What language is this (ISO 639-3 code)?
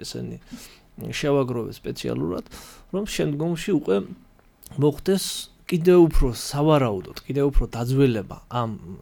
kat